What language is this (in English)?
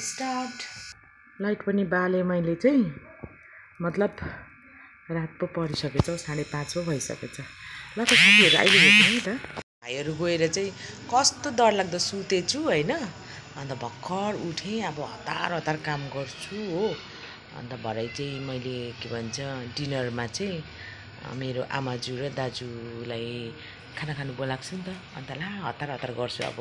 Nepali